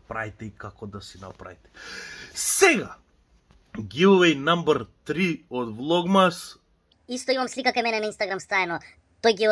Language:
Macedonian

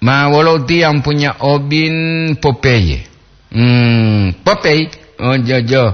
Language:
Gorontalo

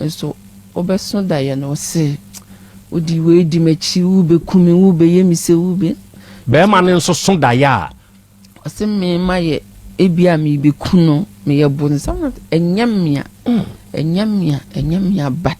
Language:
Akan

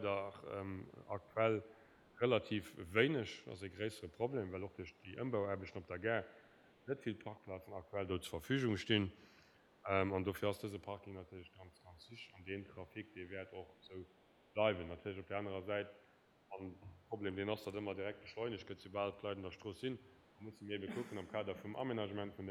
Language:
Luxembourgish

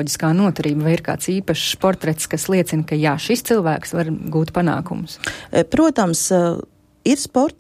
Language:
Latvian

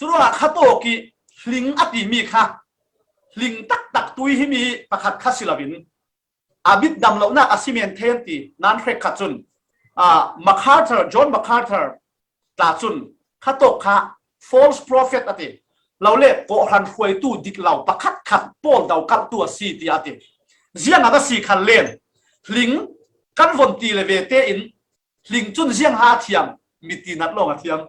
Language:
Falam Chin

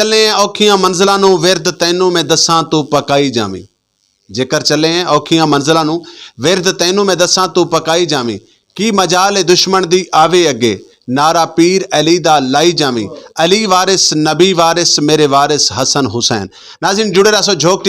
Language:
Saraiki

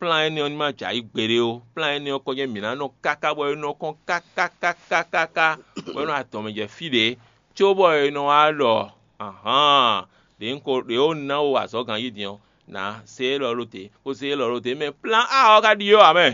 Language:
Fon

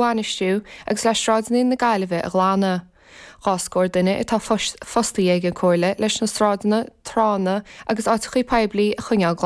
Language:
Irish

